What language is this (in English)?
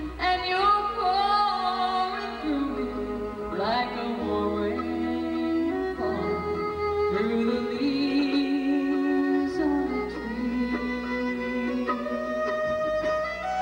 English